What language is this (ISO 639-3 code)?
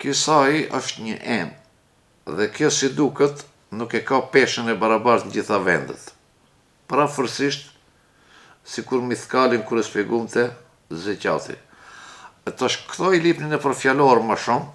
sqi